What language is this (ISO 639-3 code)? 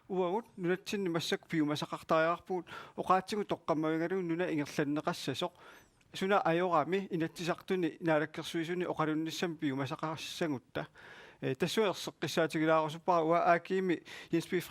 kal